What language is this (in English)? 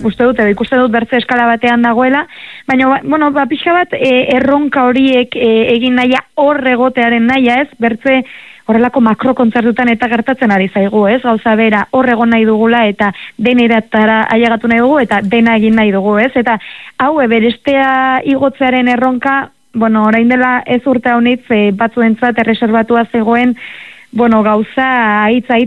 Basque